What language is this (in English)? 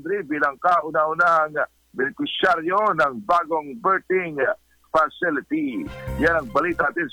Filipino